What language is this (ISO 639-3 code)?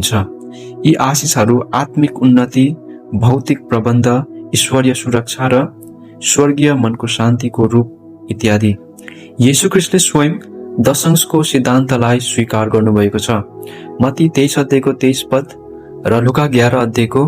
nep